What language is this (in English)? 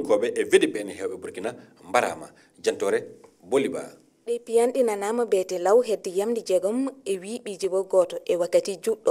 Fula